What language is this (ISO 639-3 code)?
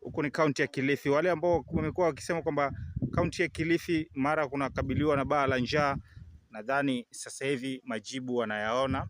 swa